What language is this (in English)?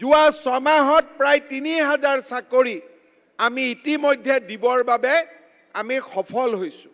Assamese